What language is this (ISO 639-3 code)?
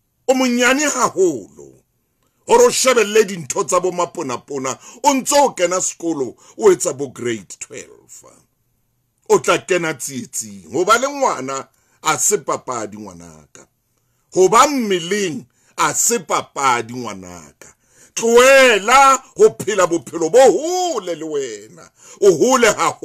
sot